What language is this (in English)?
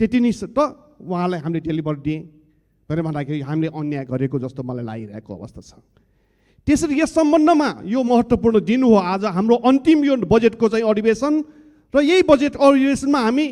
Nepali